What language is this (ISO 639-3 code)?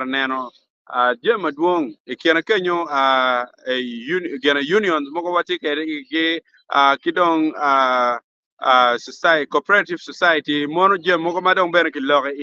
ach